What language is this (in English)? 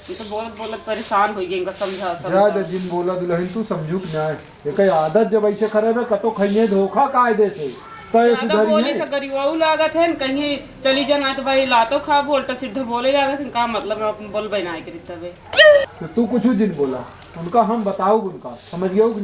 Awadhi